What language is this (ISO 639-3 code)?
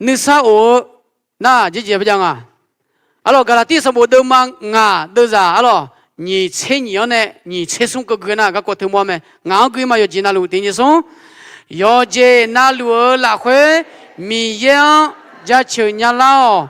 ahk